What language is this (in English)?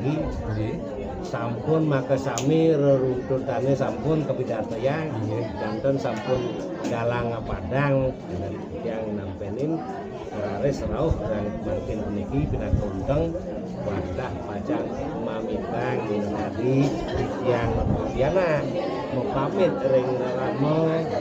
Balinese